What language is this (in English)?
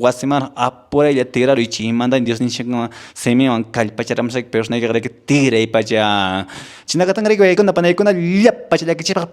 Quechua